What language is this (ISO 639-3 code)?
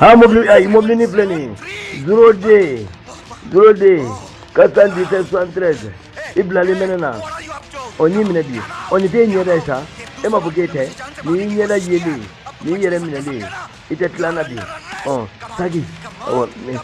bam